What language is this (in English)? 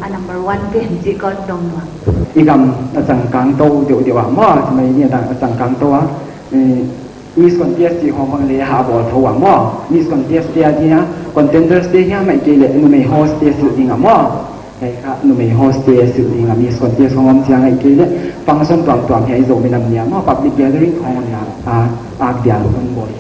Paite Chin